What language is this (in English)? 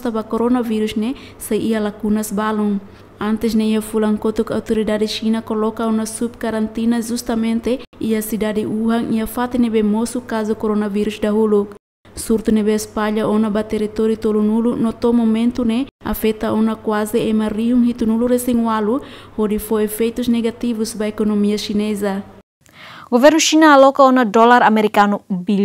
Tetum